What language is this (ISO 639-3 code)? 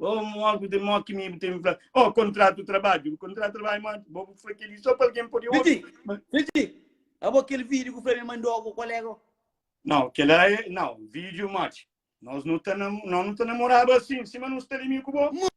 kea